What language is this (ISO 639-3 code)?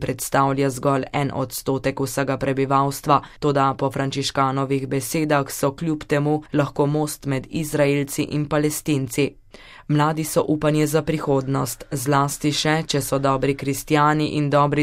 slv